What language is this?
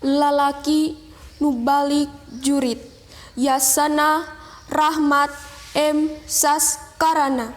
Sundanese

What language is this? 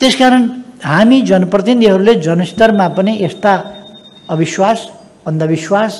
Nepali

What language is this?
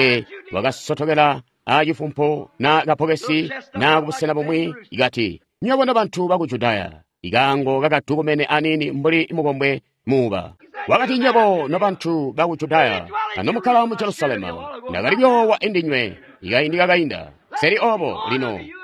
Tonga (Zambia)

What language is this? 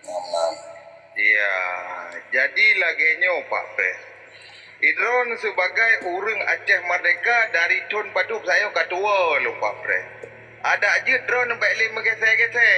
Achinese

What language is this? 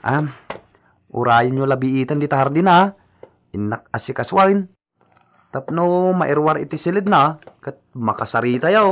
Iloko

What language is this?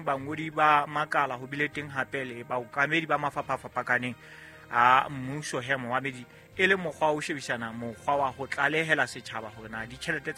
Southern Sotho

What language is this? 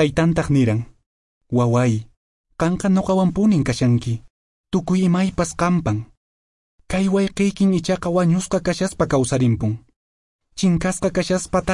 Quechua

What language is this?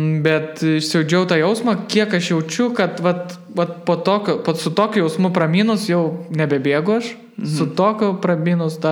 Lithuanian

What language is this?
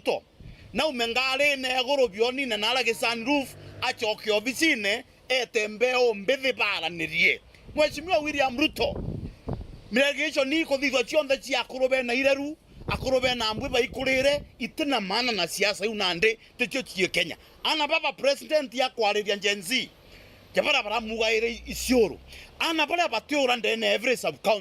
Meru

